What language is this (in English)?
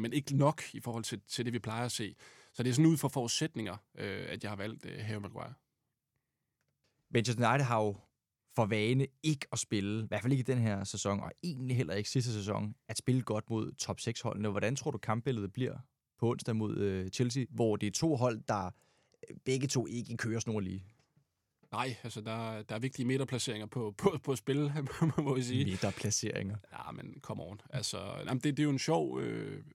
Danish